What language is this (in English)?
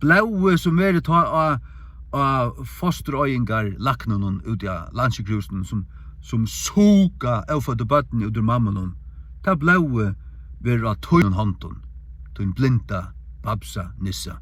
Faroese